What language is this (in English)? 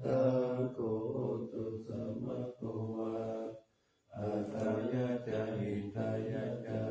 Pali